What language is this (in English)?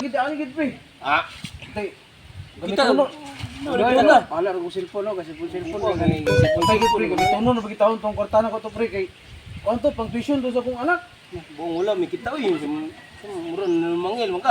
Cebuano